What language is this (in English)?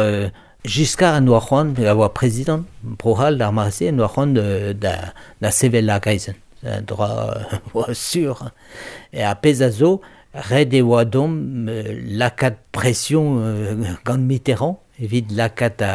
Breton